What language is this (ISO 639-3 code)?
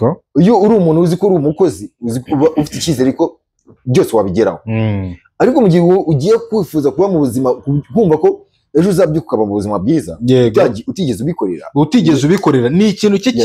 kin